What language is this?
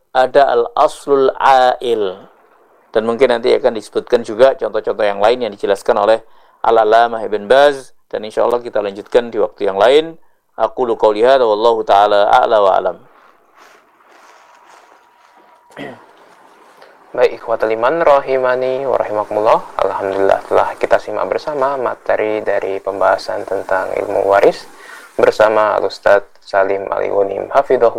Indonesian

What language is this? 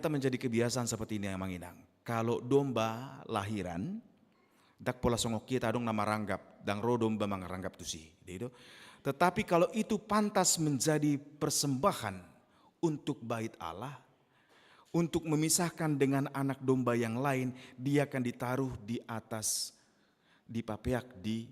Batak Toba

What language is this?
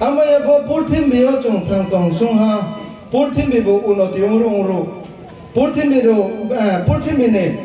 Riang (India)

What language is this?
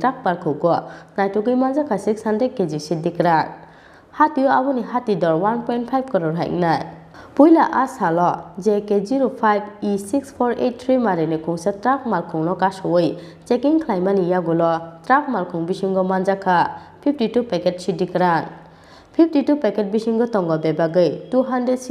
Kok Borok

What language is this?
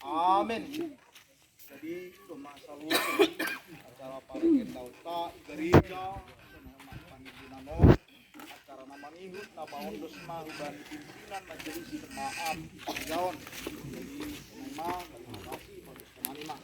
Batak Simalungun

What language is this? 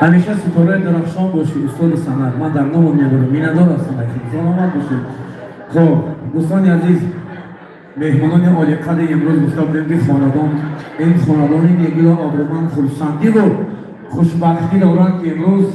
Tajik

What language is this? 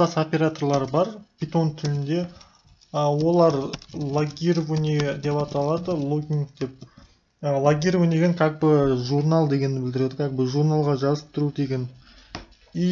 Kazakh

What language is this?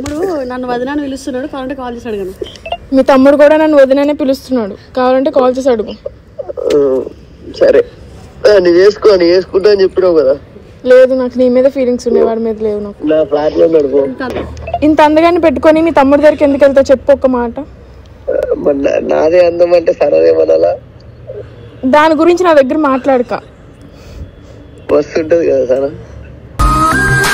Telugu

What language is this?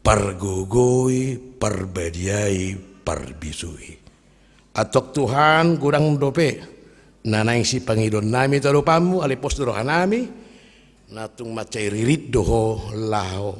Batak Toba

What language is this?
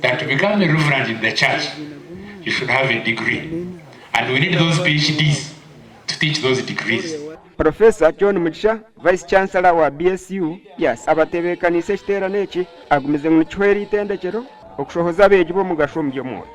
Nyankole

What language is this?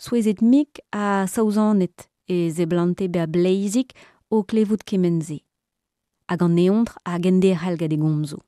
Breton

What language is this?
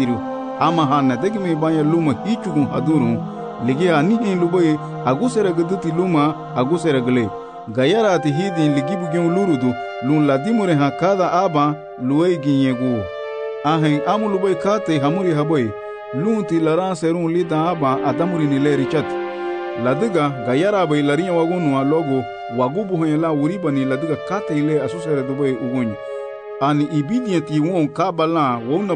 Garifuna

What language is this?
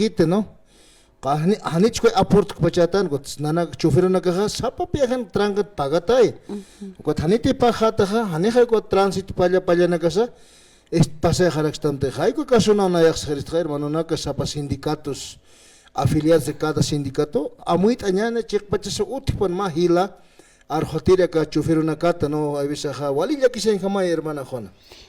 Aymara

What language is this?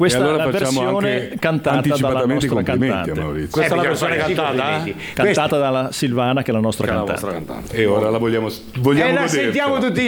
Italian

